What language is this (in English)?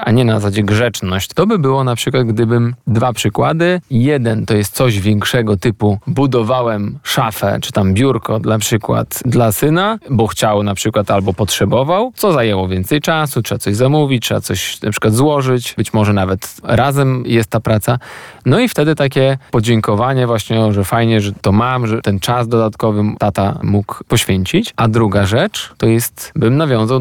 Polish